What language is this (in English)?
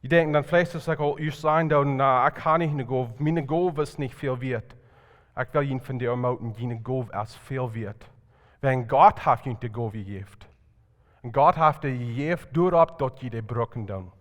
Plautdietsch